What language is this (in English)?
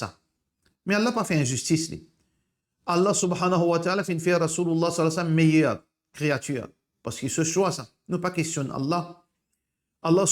Morisyen